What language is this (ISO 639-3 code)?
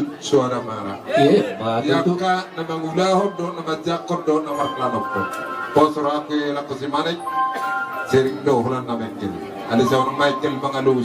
bbc